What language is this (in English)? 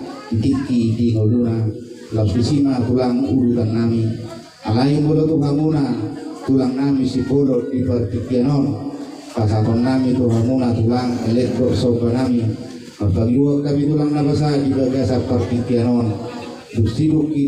Batak Toba